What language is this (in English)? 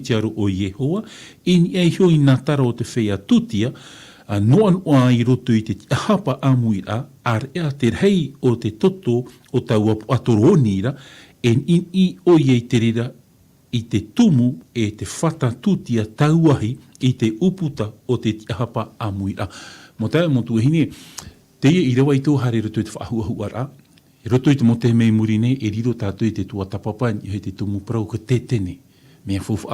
Tahitian